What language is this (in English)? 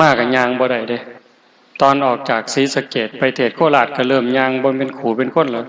Northeastern Thai